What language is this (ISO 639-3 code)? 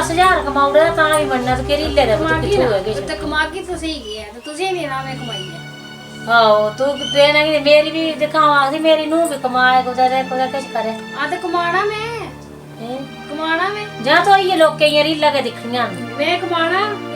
doi